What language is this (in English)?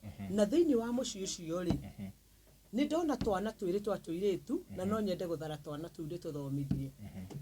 Kikuyu